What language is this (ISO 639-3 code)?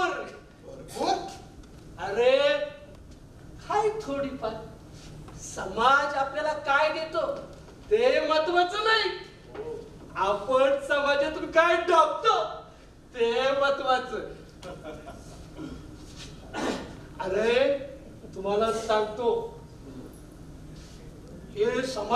mar